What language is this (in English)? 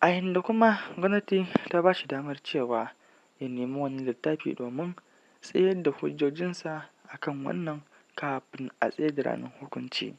Hausa